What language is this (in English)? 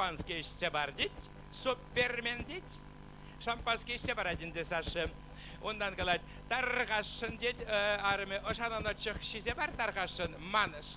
Chuvash